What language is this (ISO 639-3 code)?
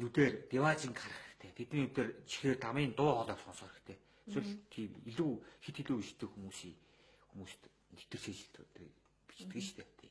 mon